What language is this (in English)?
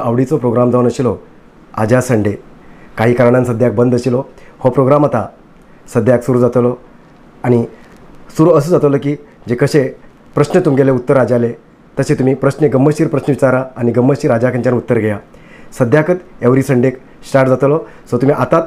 Konkani